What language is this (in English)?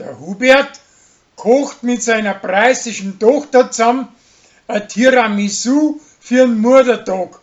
Bavarian